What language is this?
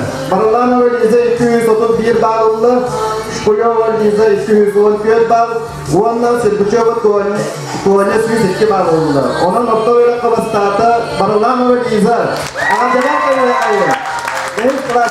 Yakut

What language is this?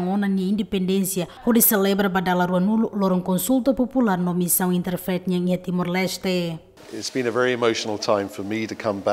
Tetum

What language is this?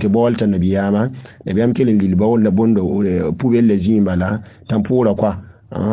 Mossi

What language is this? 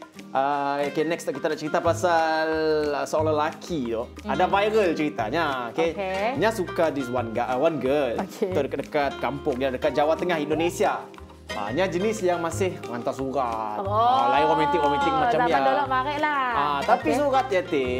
Malay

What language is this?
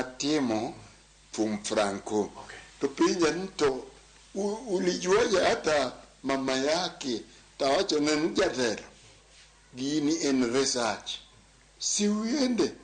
Luo (Kenya and Tanzania)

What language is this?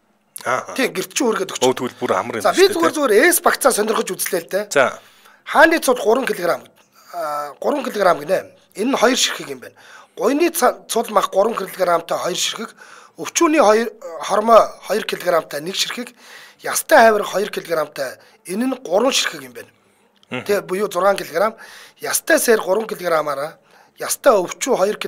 Mongolian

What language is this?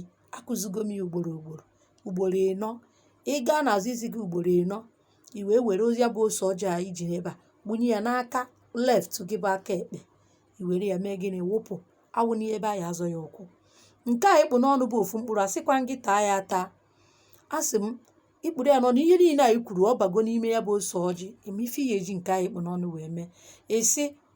Igbo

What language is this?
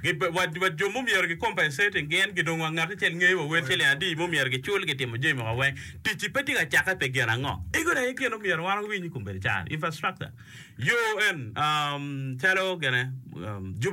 Acoli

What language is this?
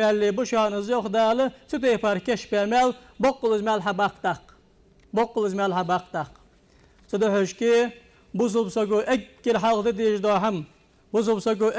Ingush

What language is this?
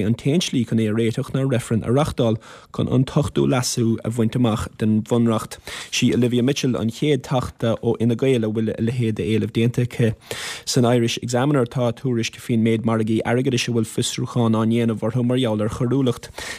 Irish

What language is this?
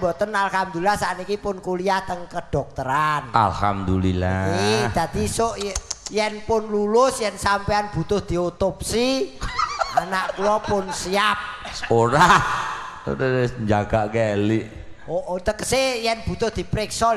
Javanese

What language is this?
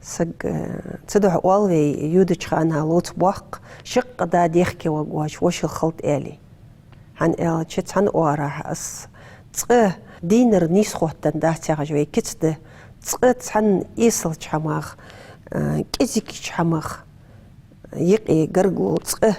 Ingush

